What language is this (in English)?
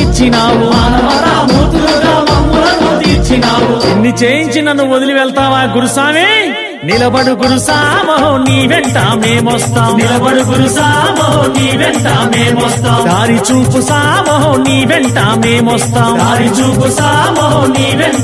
Telugu